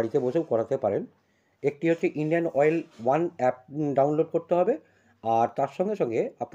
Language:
Bangla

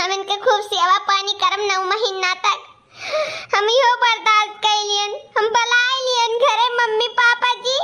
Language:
Awadhi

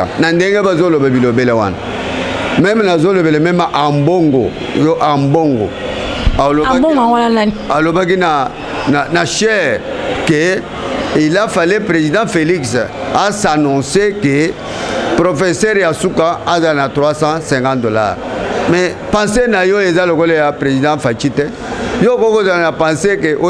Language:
Lingala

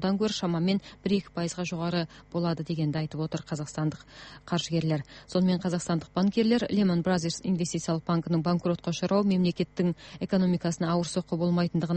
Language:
Kazakh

